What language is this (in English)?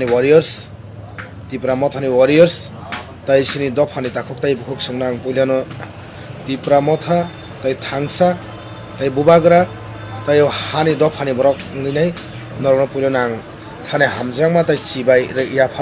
Kok Borok